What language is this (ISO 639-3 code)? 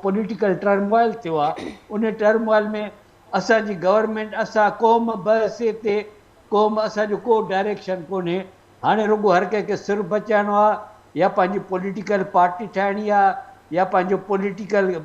snd